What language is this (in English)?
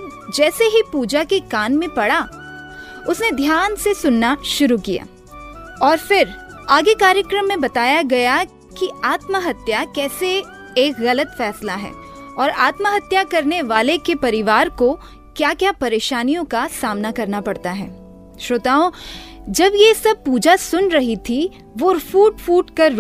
Hindi